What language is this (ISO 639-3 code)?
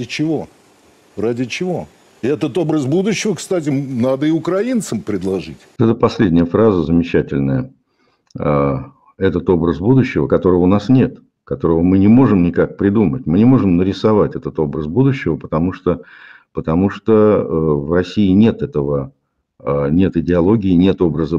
rus